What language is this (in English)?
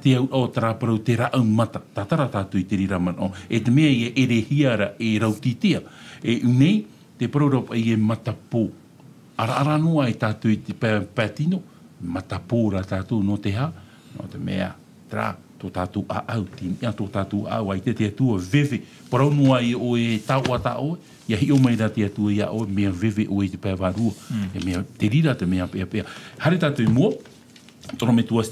Tahitian